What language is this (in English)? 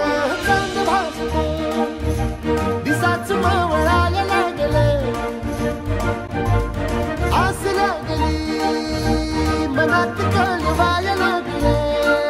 Marathi